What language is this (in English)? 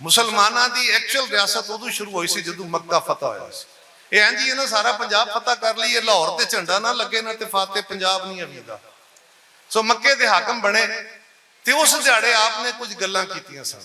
Western Panjabi